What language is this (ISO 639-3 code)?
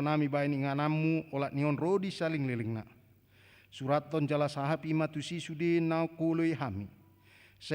bbc